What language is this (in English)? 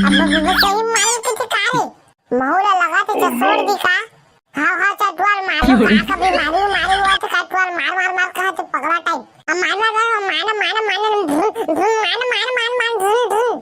Chhattisgarhi